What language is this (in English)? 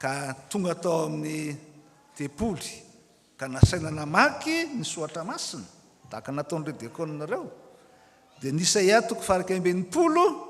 Malagasy